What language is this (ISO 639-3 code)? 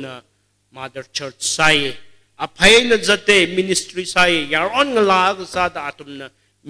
nmf